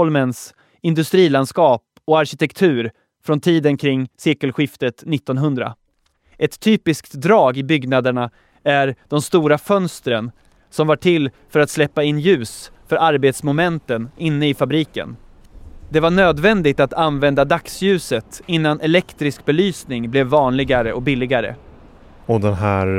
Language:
Swedish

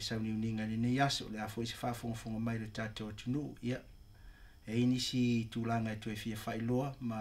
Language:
Samoan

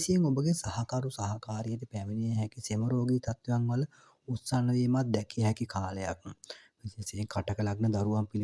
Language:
Sinhala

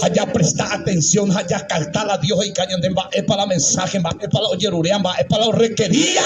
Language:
Guarani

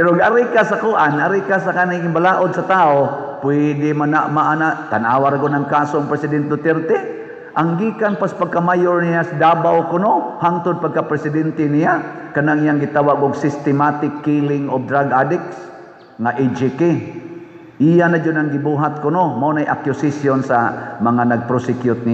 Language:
Cebuano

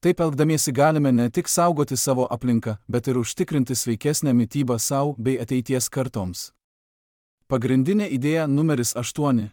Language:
Lithuanian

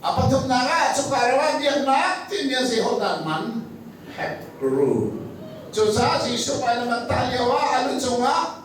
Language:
Hakha Chin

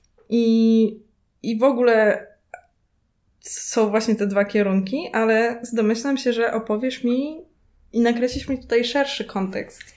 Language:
Polish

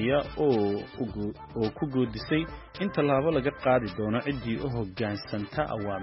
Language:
Somali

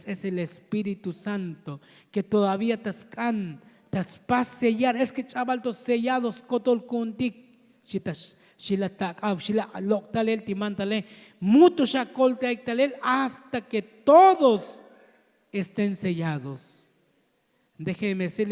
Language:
Tzotzil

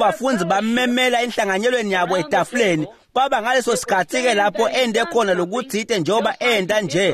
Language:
Swati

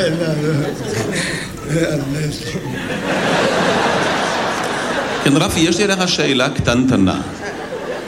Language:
Hebrew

